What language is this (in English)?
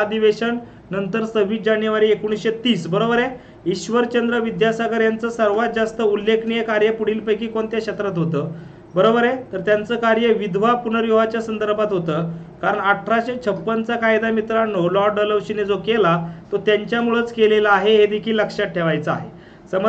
Marathi